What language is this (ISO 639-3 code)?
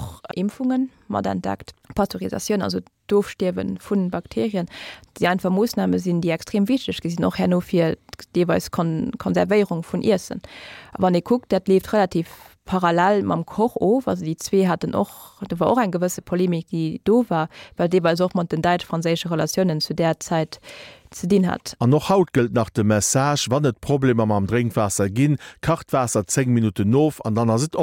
ltz